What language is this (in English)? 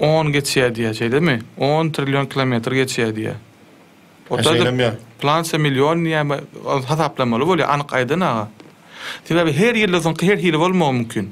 Turkmen